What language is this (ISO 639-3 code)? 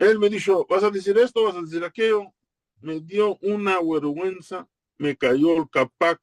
lad